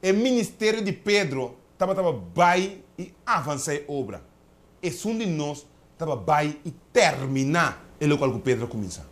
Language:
Papiamento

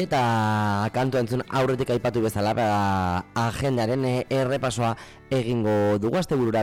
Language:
Basque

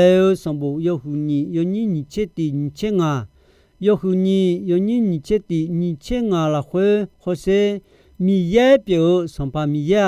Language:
Akha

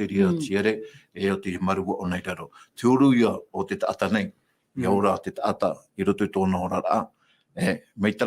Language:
Tahitian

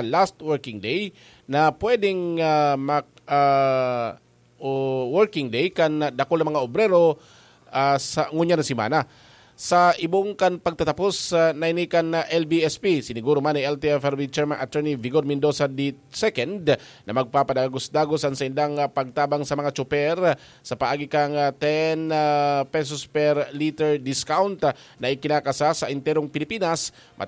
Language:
Bikol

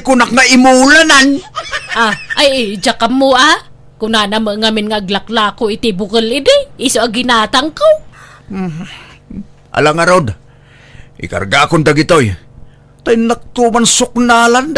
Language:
Iloko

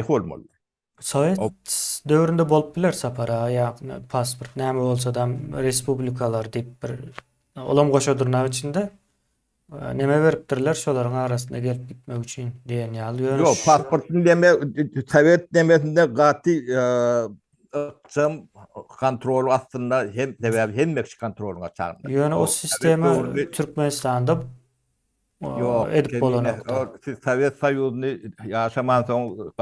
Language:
Turkmen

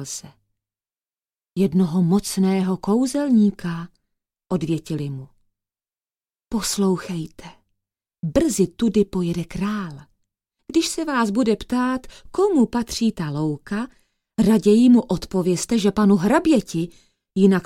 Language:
Czech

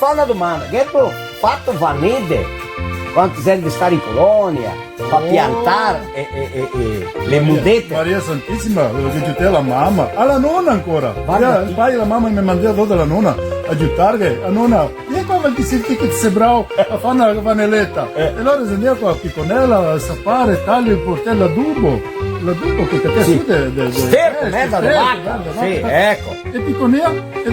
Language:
Venetian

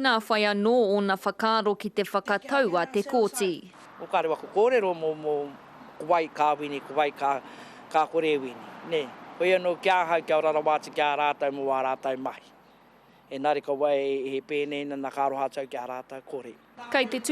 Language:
Māori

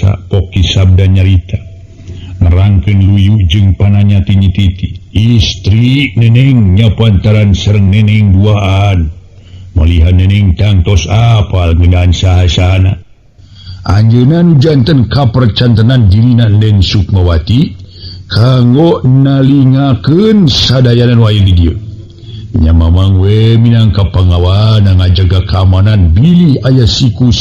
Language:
Sundanese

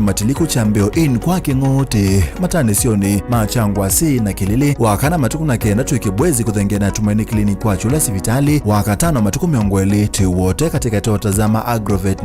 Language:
Kamba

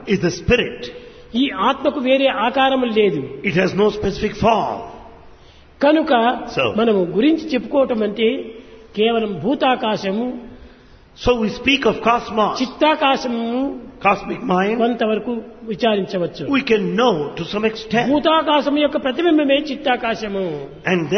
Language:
Telugu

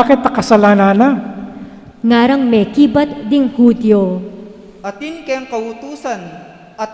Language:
Pampanga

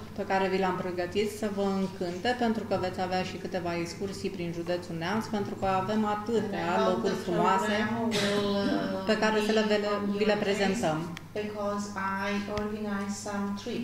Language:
Romanian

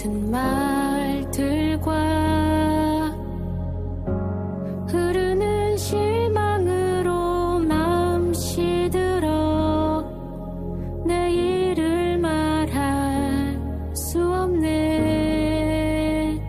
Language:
Korean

